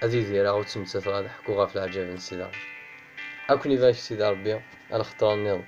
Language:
Kabyle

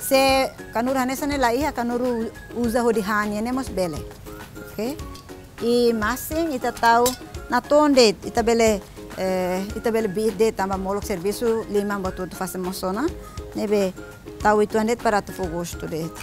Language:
Tetum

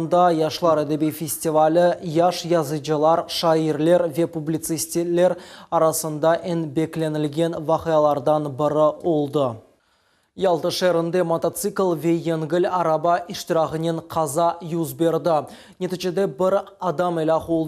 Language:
Crimean Tatar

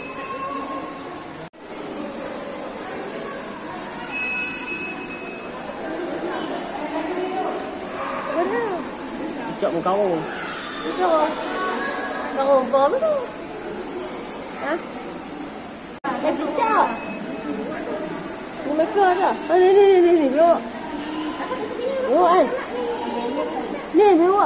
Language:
Malay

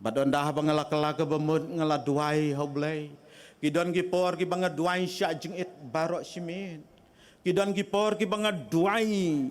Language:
Khasi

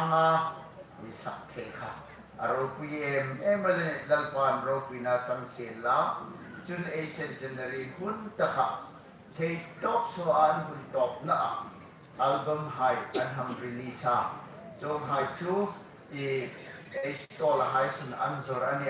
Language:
Hmar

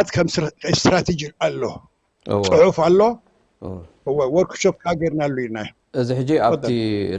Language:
Tigrinya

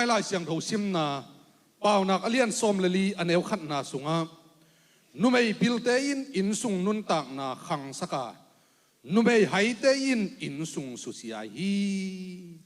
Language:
Tedim Chin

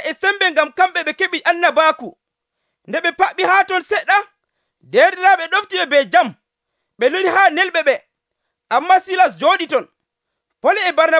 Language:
Nigerian Fulfulde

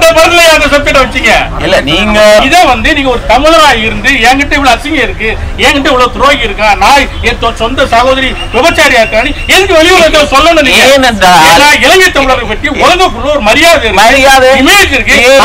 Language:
Tamil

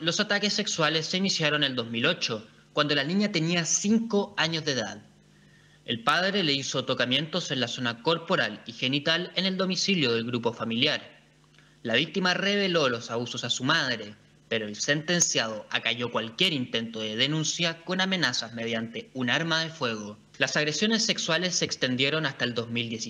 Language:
Spanish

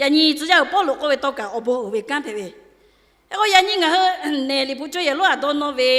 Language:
Lahu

